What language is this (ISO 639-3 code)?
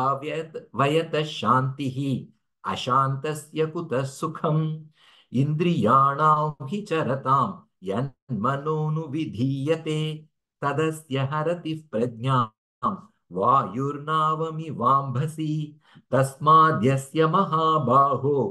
san